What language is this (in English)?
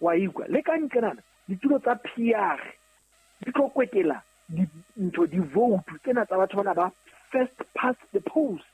Southern Sotho